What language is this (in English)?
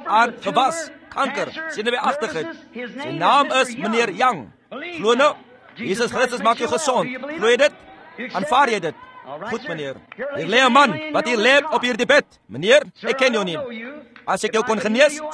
Afrikaans